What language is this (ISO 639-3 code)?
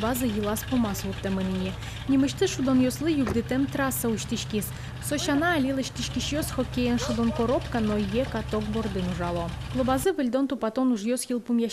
udm